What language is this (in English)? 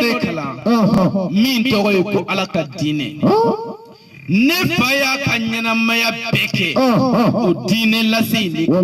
Bambara